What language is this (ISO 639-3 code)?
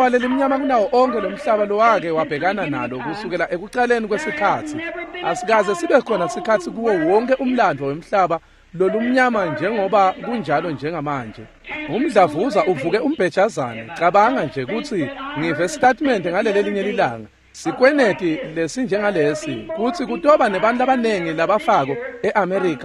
ssw